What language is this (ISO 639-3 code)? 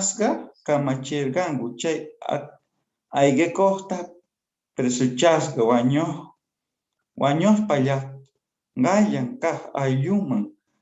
que